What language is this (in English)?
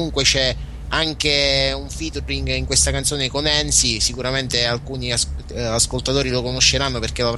Italian